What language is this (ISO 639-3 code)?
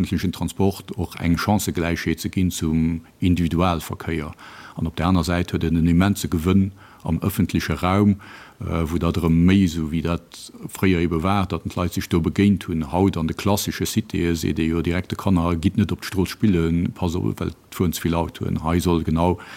ltz